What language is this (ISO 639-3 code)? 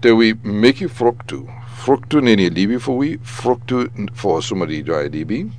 srn